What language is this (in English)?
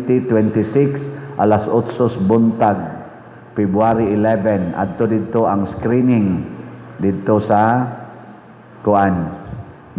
Cebuano